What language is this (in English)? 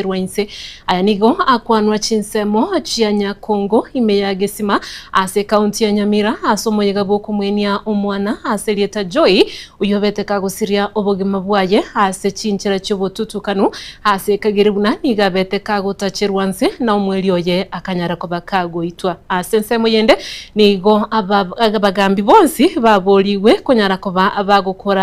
Gusii